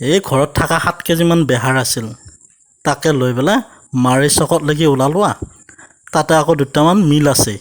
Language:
Assamese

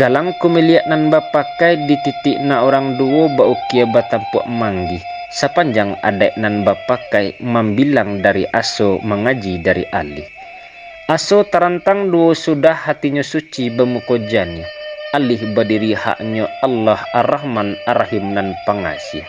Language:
Minangkabau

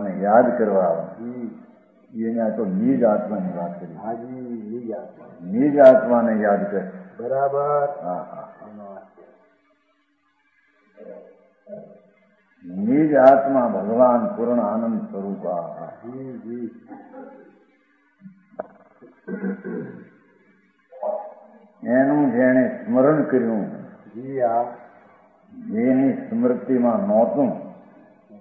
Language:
Gujarati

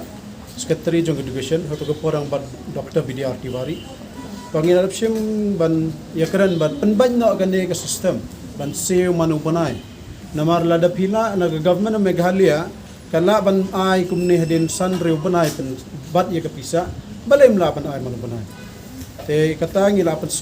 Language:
Khasi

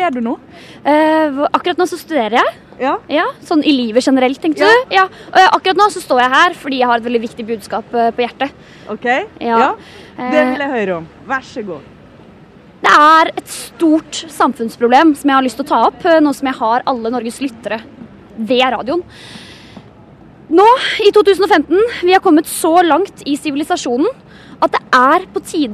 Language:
Norwegian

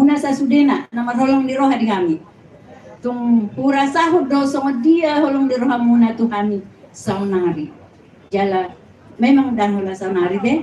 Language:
Batak Toba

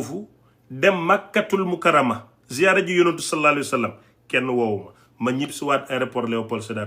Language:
Wolof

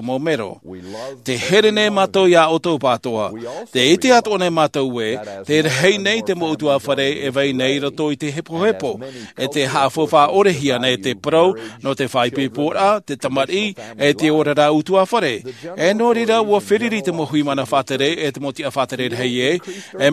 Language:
Tahitian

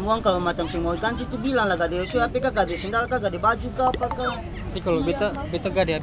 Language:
Ambonese Malay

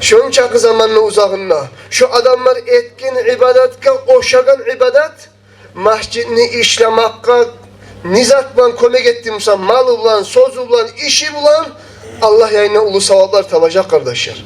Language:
Kumyk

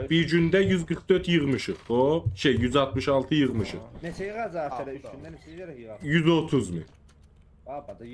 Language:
South Azerbaijani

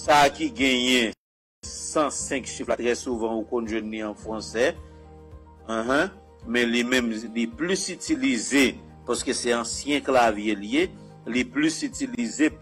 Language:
Haitian Creole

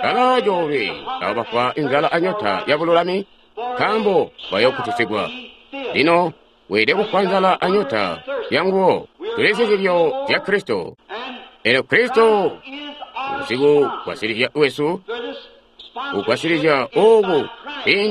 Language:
Tonga (Zambia)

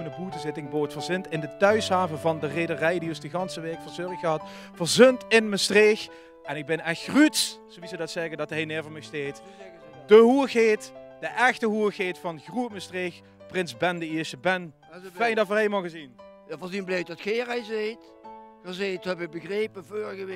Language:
Limburgish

